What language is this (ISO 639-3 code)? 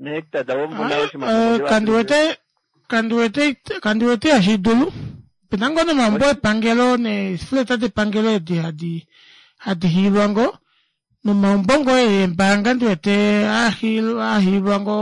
kua